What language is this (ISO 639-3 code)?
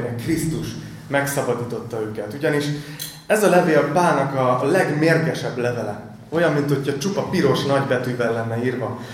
hun